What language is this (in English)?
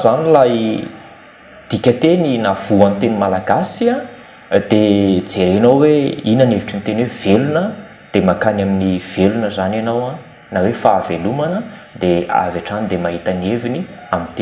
Malagasy